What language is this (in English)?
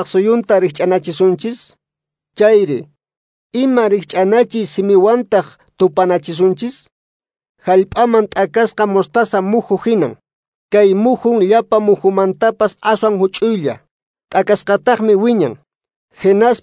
Quechua